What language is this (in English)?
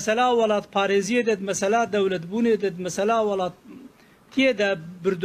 Kurdish